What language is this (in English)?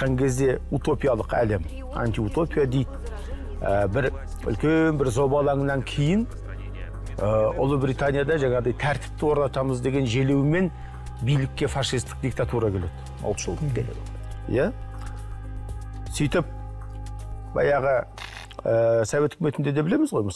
Kazakh